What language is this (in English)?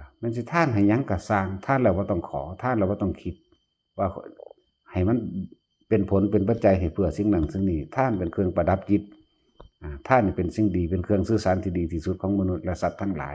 Lao